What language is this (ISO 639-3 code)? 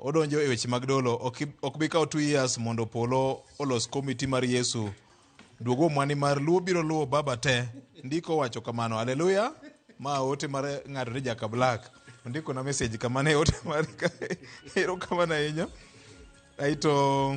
luo